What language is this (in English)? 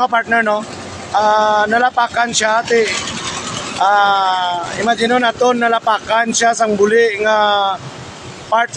Hiligaynon